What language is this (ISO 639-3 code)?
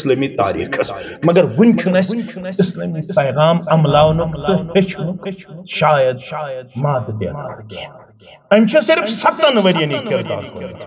kas